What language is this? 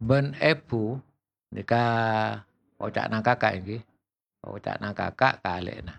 Madurese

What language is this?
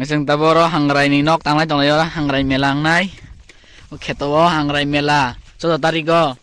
Kok Borok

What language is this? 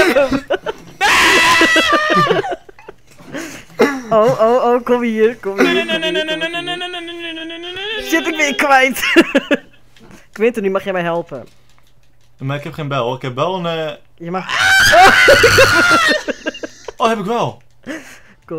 Dutch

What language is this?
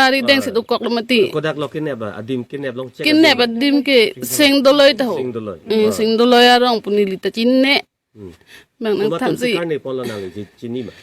Karbi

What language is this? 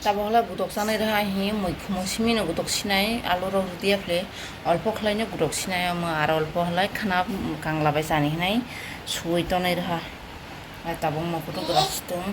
Kok Borok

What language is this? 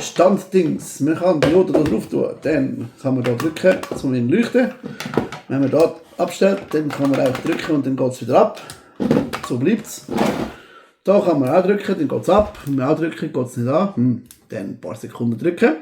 Swiss German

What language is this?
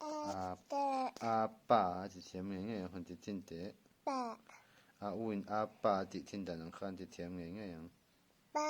Mizo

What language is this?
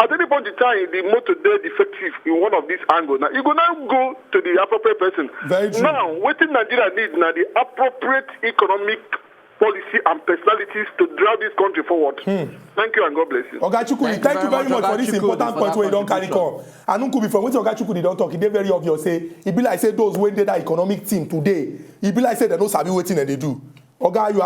Nigerian Pidgin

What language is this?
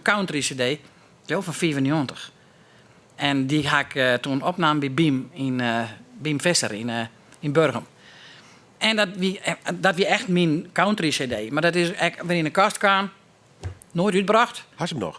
Western Frisian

